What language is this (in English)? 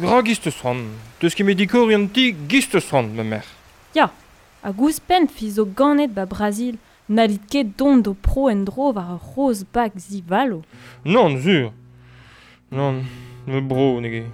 Breton